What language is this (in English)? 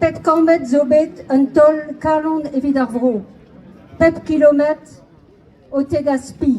Breton